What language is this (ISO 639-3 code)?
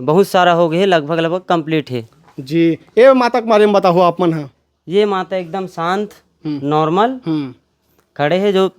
hne